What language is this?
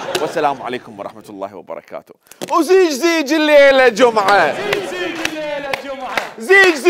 Mesopotamian Arabic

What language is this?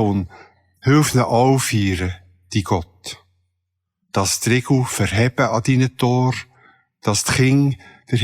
Swiss German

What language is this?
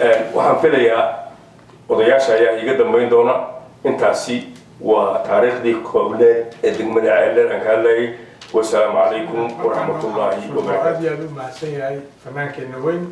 Somali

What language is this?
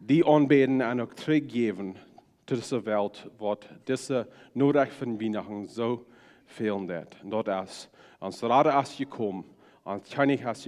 Plautdietsch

